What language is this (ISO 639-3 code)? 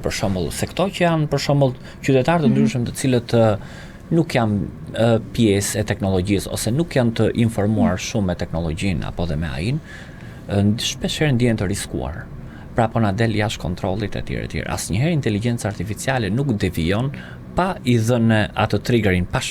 sqi